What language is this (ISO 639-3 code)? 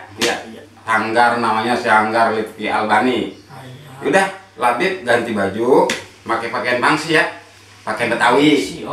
bew